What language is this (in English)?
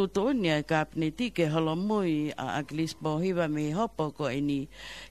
Tongan